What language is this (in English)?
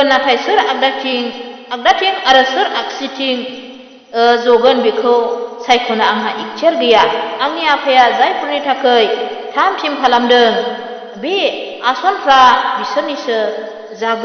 Bodo